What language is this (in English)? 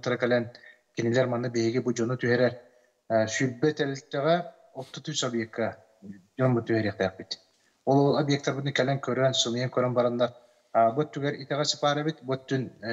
Yakut